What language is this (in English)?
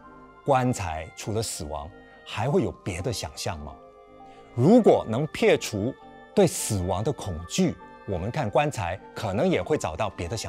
Chinese